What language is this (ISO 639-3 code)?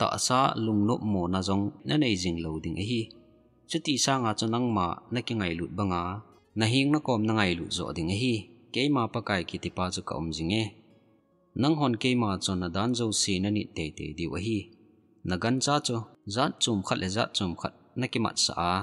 tcz